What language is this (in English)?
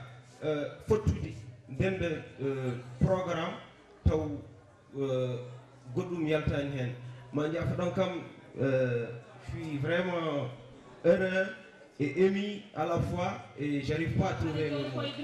Fula